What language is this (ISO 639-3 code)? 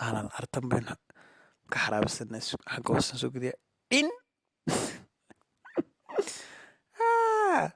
som